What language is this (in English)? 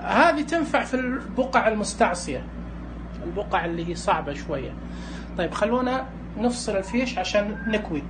Najdi Arabic